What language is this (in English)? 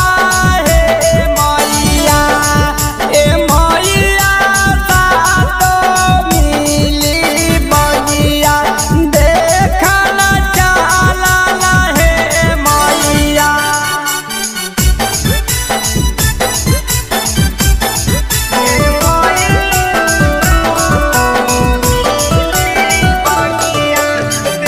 Bhojpuri